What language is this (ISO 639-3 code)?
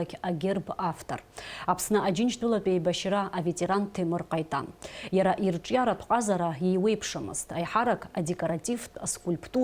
abk